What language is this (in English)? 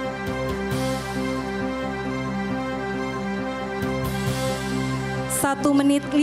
Indonesian